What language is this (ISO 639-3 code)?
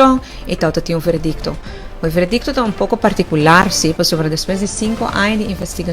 pap